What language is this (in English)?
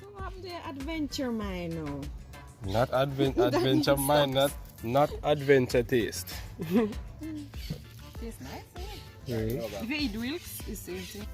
Jamaican Creole English